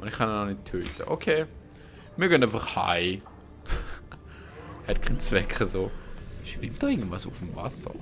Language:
Swiss German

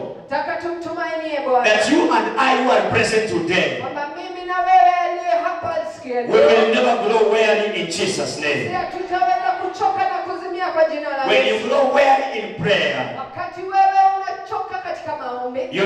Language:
Swahili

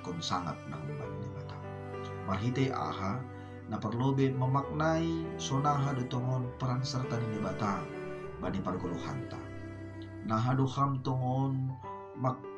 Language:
Batak Simalungun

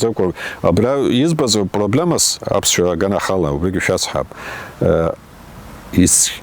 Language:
Abkhazian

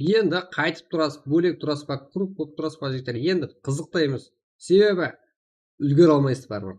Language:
Kara-Kalpak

